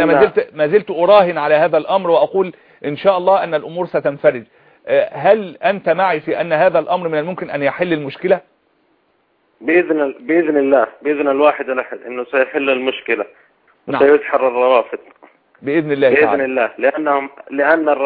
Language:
Arabic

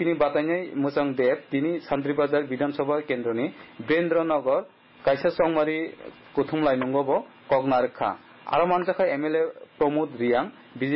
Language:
Kok Borok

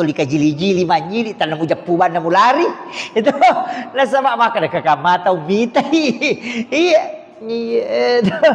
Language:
Buginese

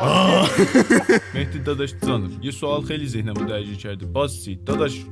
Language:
South Azerbaijani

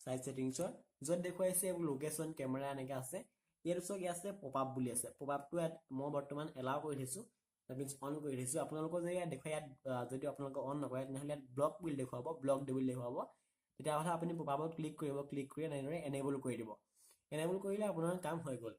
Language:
Assamese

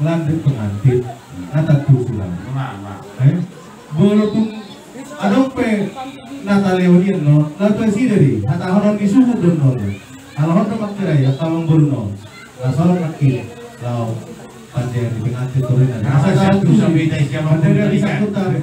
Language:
Batak Toba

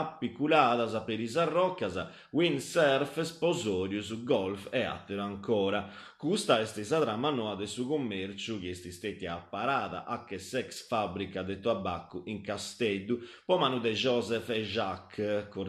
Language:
Sardinian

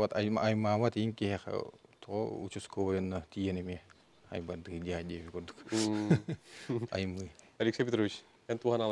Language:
Yakut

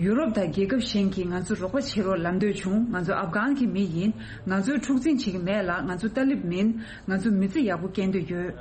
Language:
Tibetan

